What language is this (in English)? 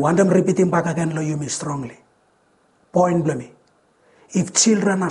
Bislama